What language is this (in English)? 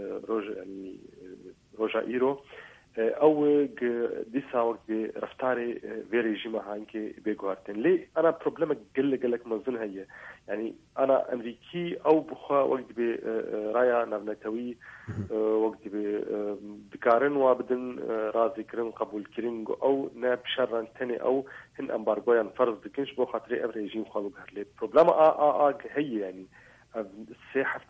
Kurdish